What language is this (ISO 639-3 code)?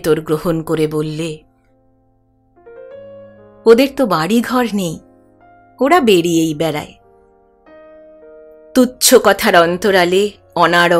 ben